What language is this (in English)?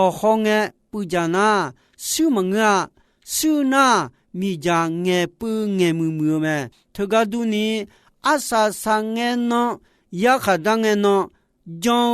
Akha